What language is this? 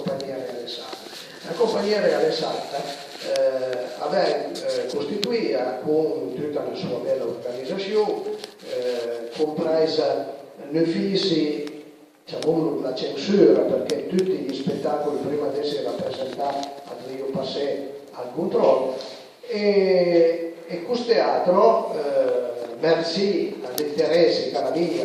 Piedmontese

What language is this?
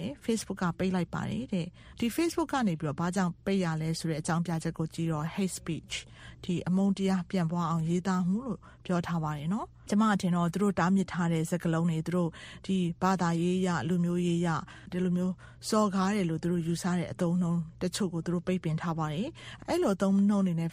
Burmese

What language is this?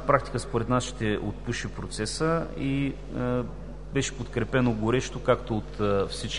Bulgarian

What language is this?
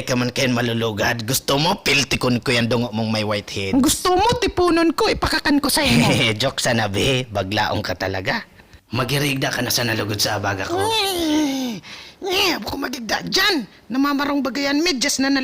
Bikol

